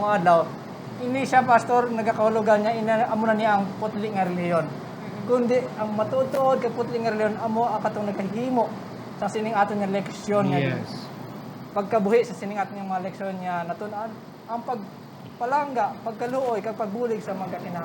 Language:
Hiligaynon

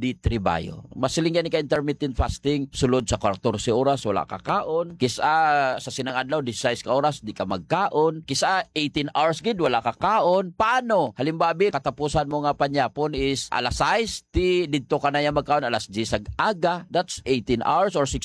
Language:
Hiligaynon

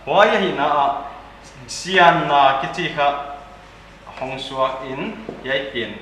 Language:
Paite Chin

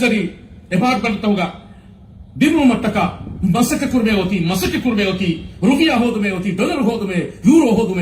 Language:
Divehi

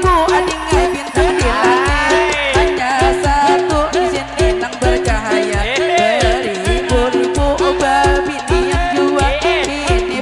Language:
Banjar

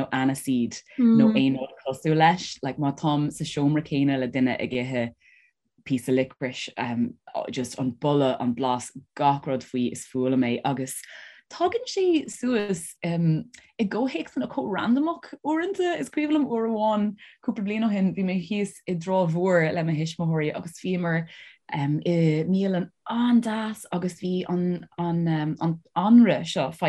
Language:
Irish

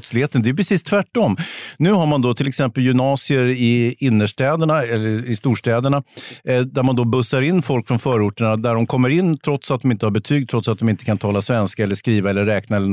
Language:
Swedish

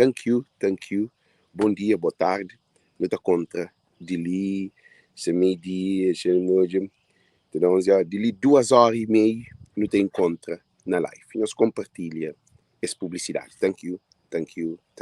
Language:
Kabuverdianu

